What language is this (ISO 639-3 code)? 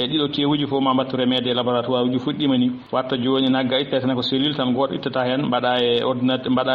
ful